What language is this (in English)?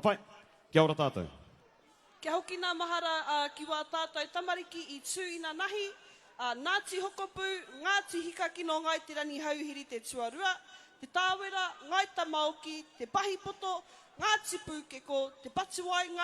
Māori